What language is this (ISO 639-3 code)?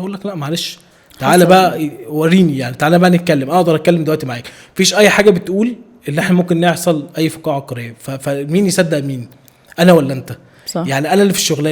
arz